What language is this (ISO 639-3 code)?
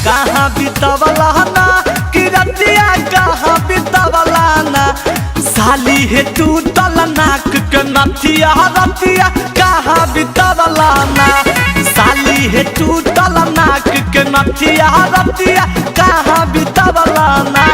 mag